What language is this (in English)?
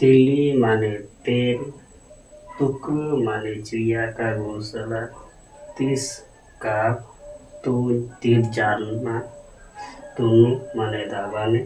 Santali